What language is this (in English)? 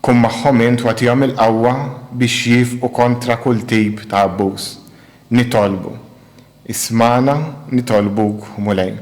Maltese